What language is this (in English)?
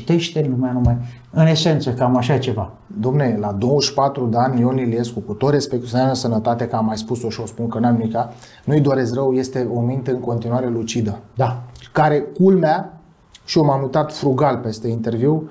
Romanian